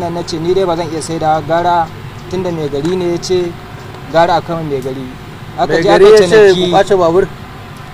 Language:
Hausa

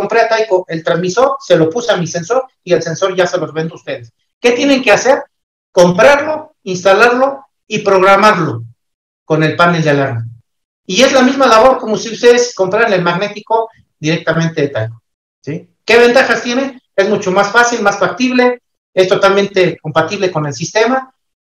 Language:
Spanish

